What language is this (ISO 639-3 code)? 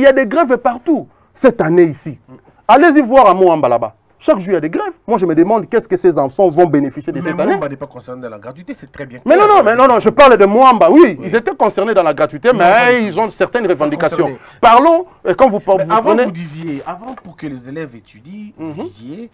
fra